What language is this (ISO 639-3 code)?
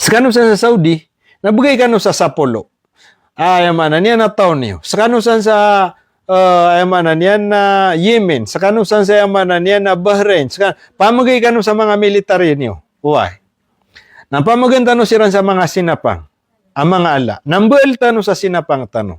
mrw